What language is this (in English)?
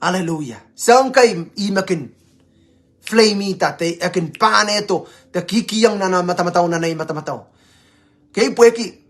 Pohnpeian